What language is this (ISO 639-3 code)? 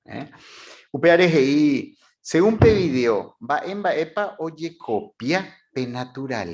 grn